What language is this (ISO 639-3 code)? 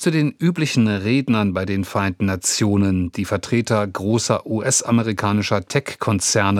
deu